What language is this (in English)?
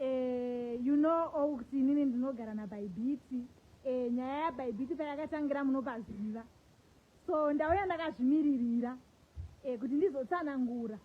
Shona